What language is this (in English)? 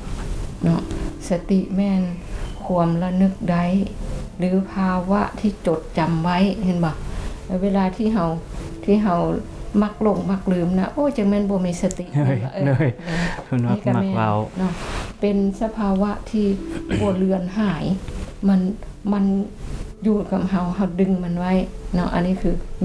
Lao